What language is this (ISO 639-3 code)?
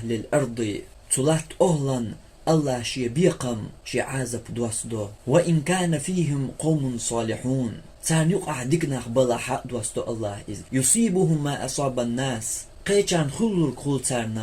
che